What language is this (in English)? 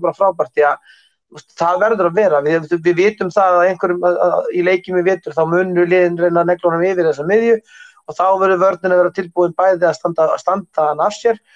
Icelandic